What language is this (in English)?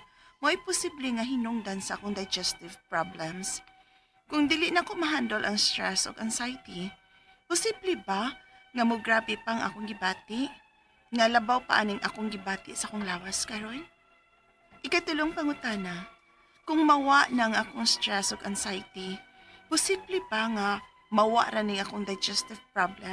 Cebuano